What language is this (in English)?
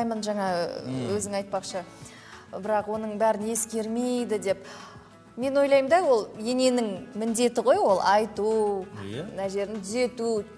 Kazakh